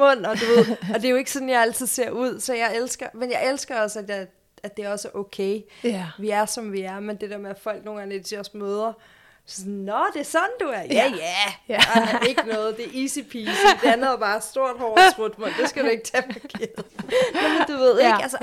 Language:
Danish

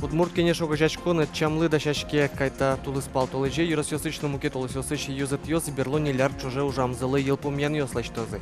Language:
Udmurt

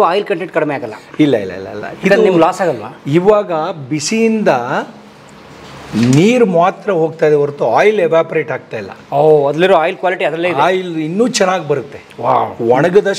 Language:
Kannada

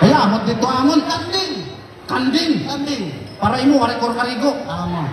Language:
Waray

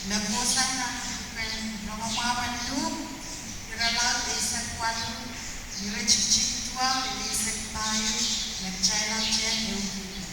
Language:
Pohnpeian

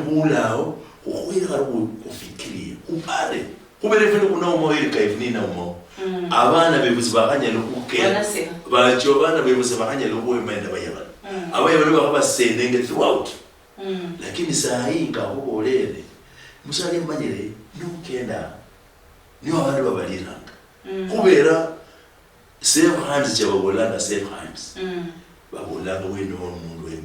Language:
Luyia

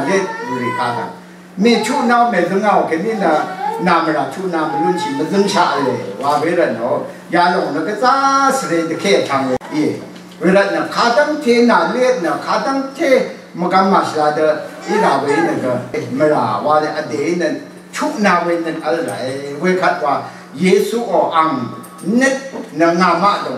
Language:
Rawang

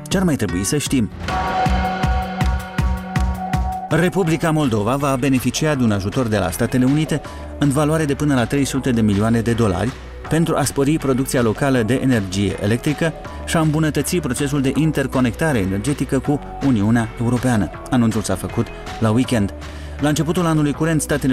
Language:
Romanian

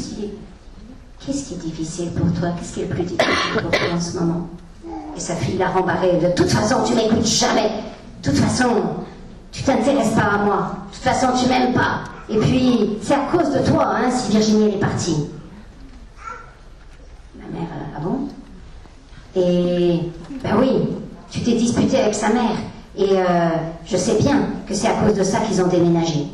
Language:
French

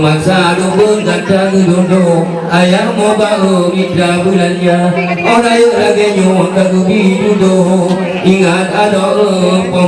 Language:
Achinese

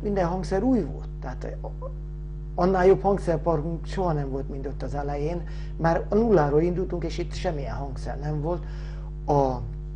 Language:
Hungarian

